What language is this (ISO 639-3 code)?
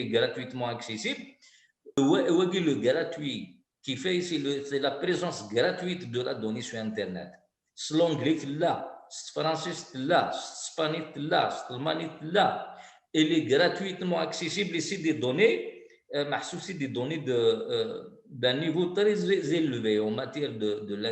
kab